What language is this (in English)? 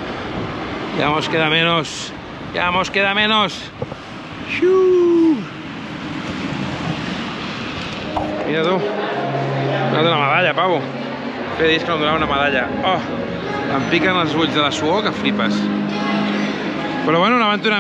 Catalan